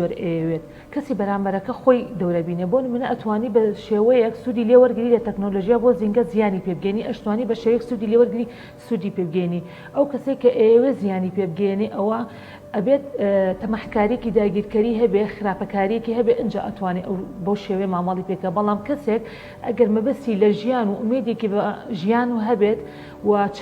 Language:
Central Kurdish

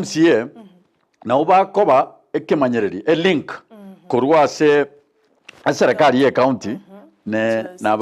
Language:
Gusii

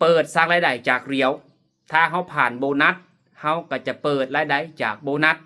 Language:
Lao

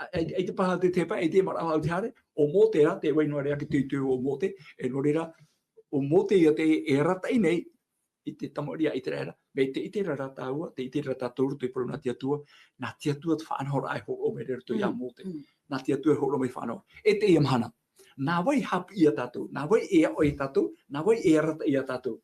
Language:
Tahitian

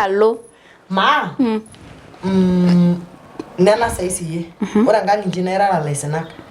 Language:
Masai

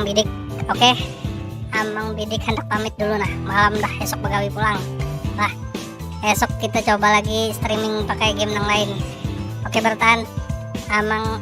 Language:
Banjar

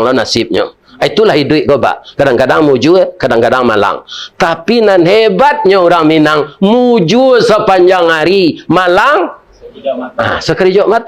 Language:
Minangkabau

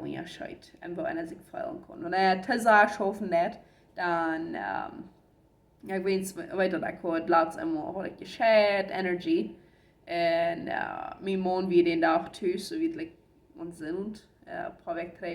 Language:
Plautdietsch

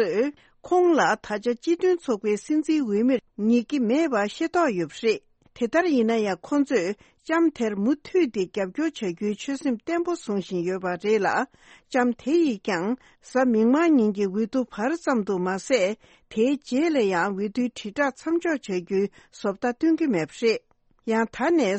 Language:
Tibetan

